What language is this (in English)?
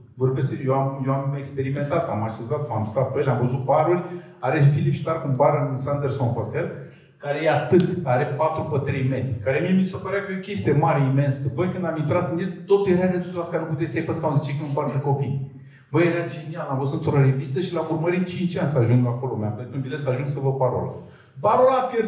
Romanian